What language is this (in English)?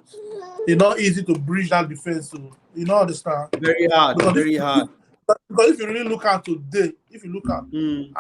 Nigerian Pidgin